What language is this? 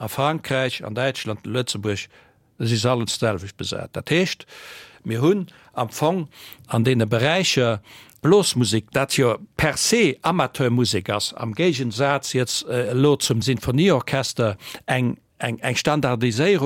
Luxembourgish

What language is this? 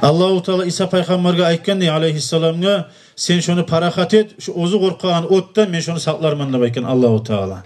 Kumyk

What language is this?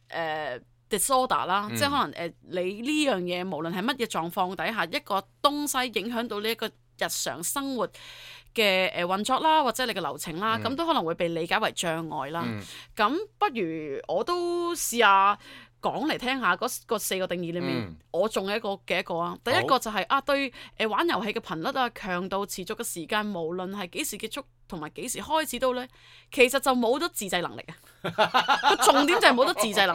Cantonese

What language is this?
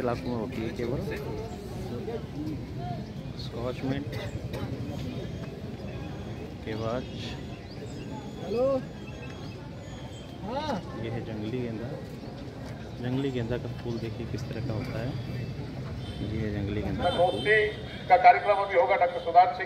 Hindi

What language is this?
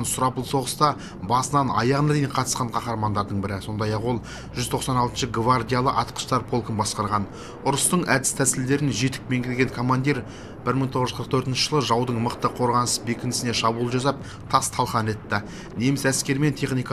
Kazakh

